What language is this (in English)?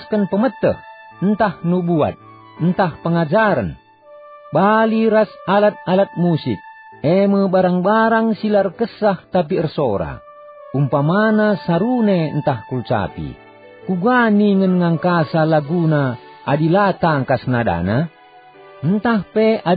Batak Karo